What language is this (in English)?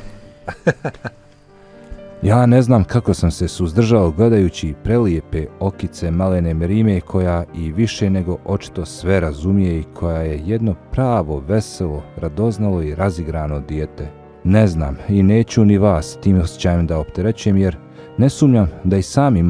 Bosnian